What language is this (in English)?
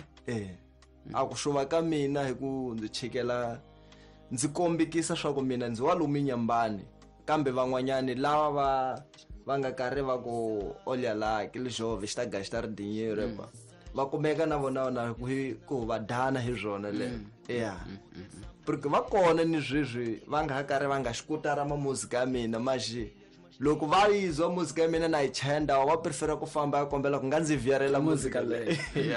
Tsonga